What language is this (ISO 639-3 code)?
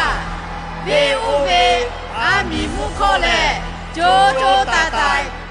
lhu